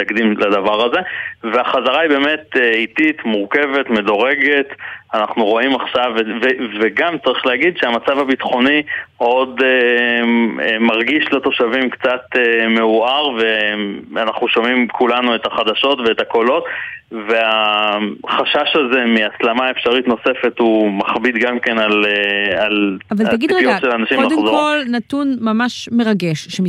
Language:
Hebrew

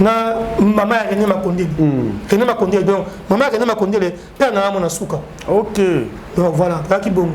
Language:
Lingala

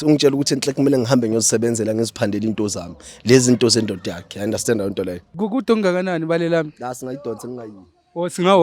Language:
Zulu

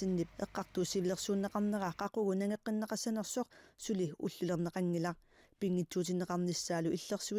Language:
Kalaallisut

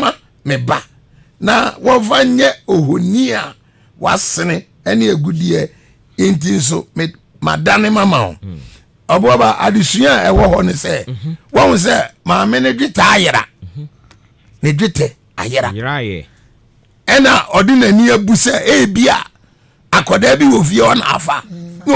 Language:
Akan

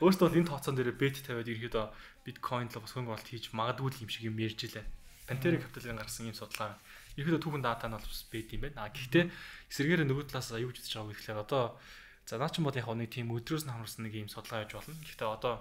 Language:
Mongolian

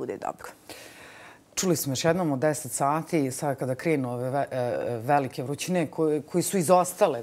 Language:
Bosnian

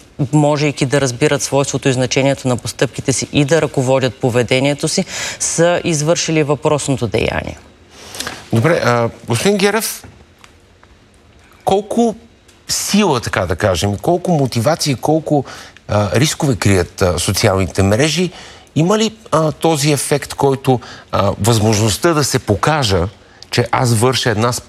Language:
Bulgarian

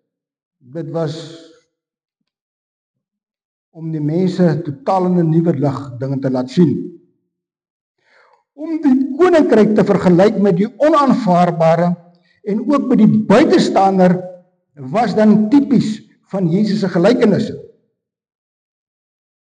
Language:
Afrikaans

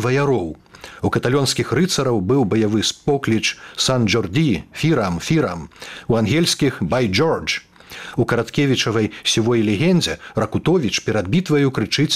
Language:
Belarusian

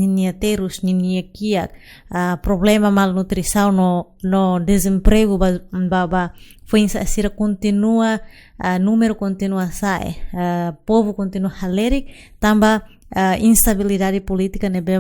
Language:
Tetum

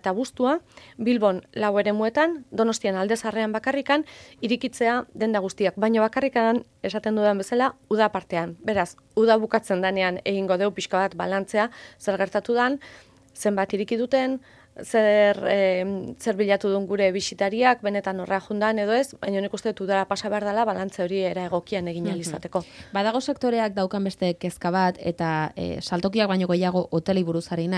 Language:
Basque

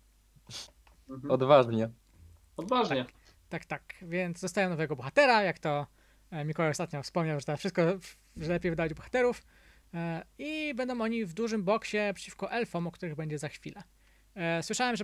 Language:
Polish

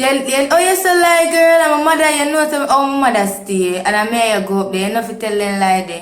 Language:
Jamaican Creole English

